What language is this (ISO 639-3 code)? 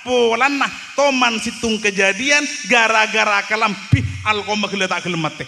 mad